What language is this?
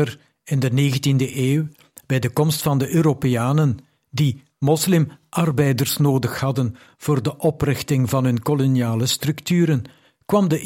Dutch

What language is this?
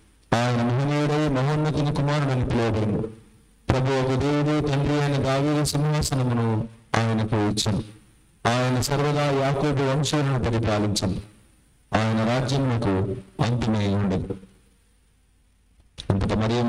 Telugu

